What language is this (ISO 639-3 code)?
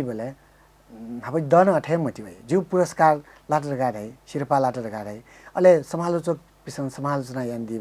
new